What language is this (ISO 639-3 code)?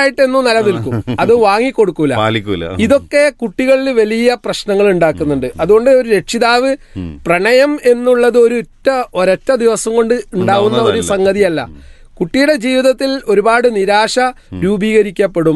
mal